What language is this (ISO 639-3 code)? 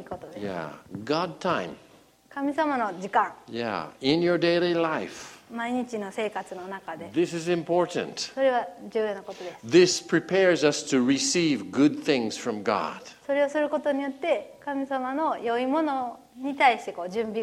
jpn